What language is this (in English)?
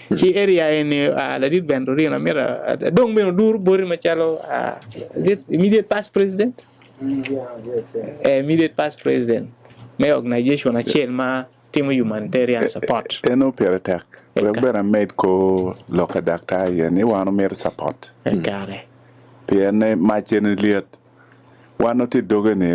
Acoli